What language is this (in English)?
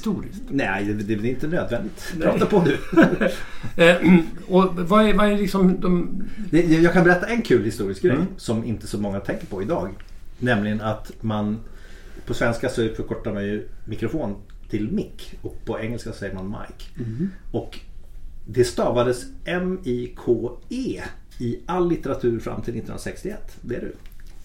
Swedish